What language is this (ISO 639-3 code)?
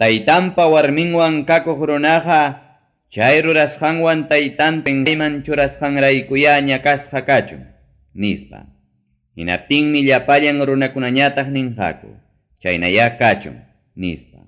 quy